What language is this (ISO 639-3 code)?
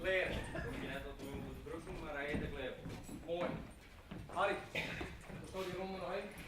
fry